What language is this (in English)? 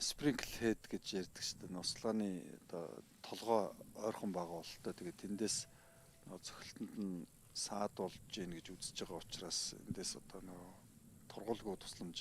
Mongolian